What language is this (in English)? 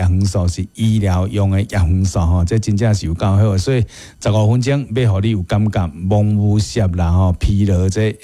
Min Nan Chinese